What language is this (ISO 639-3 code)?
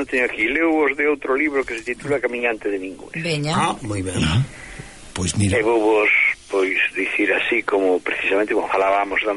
glg